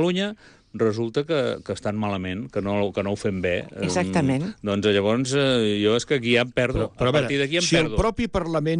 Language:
Catalan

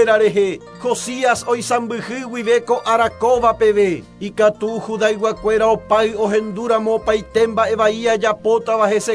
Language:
Guarani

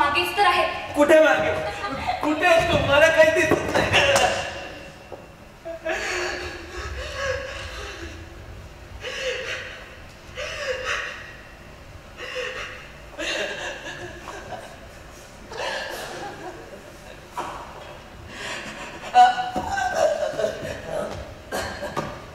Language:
Marathi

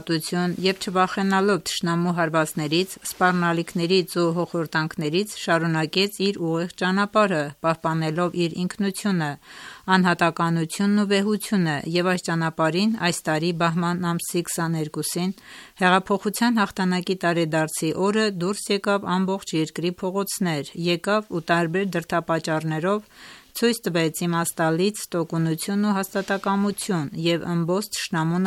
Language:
Armenian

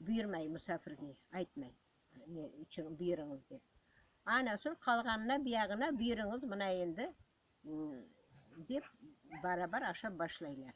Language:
Crimean Tatar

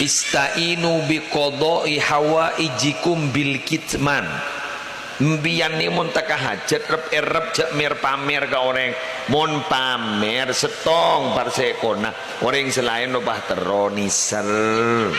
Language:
Madurese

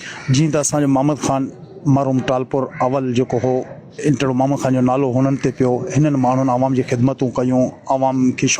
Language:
Sindhi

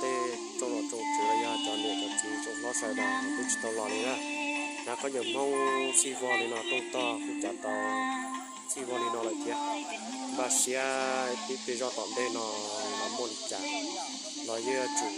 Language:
Hmong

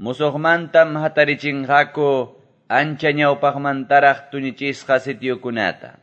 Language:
Quechua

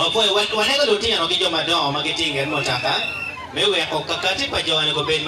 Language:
Acoli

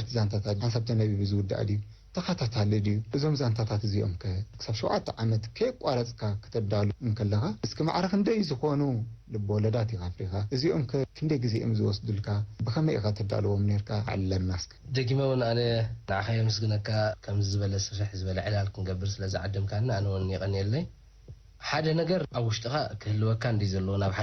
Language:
Tigrinya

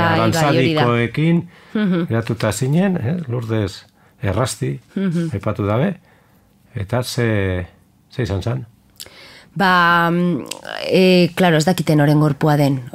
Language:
Basque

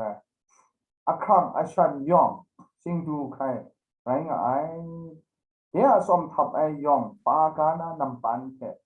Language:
Kachin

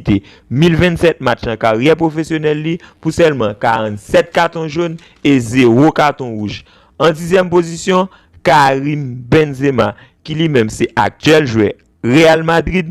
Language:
Haitian Creole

